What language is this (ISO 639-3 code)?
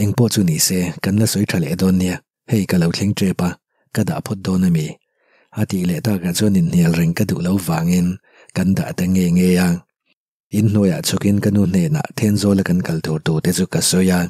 lus